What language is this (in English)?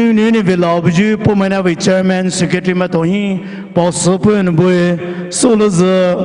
Poumei Naga